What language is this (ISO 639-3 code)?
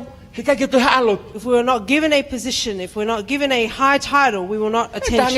ton